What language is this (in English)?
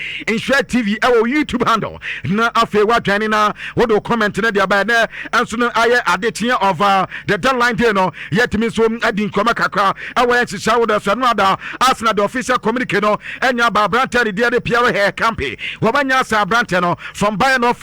Akan